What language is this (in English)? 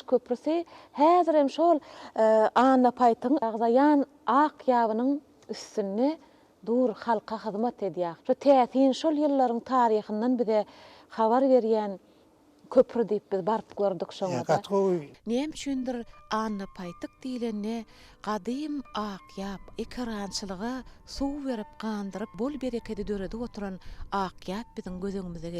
Turkmen